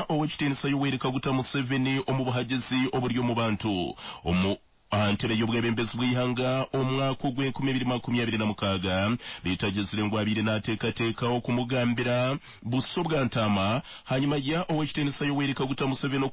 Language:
Nyankole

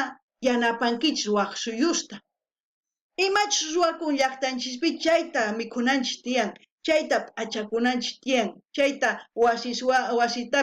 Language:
South Bolivian Quechua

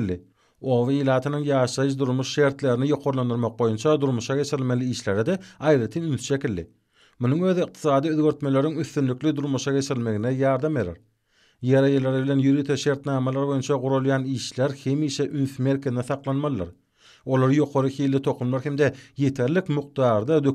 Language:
Turkmen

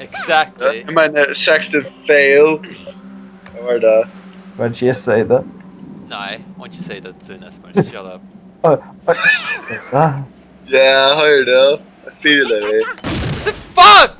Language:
Faroese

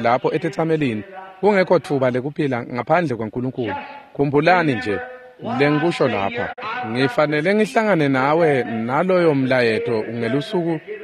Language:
Swati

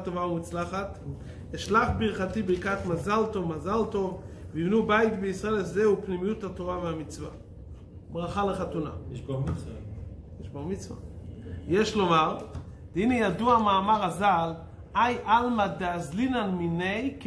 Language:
Hebrew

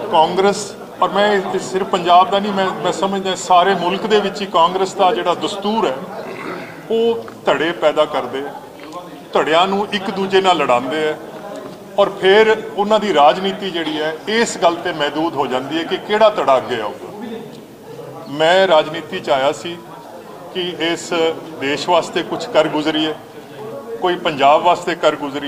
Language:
Punjabi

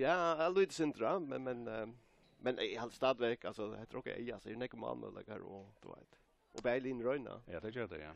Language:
Faroese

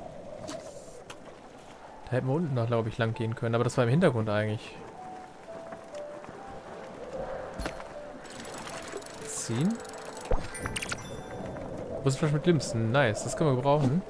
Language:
German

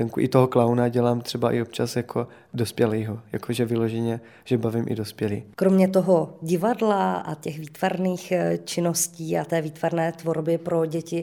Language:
Czech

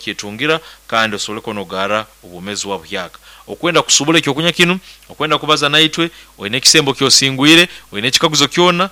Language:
Nyoro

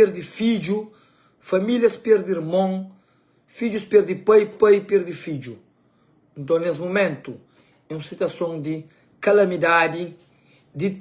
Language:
Kabuverdianu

